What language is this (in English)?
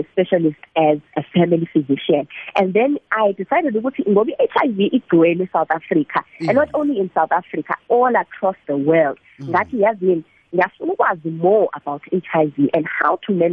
South Ndebele